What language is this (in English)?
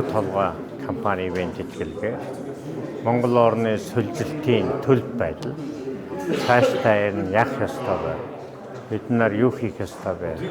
Mongolian